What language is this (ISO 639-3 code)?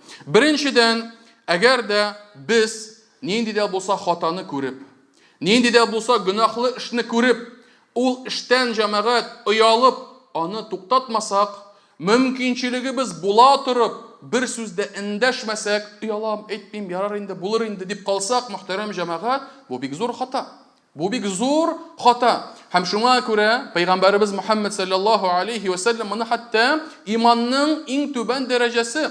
tat